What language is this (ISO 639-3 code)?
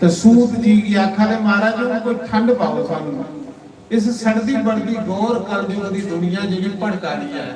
doi